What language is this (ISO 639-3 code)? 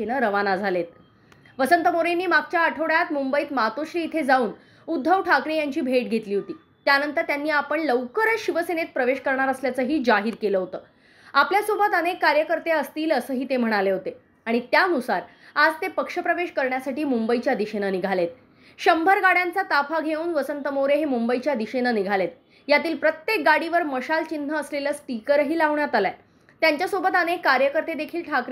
mar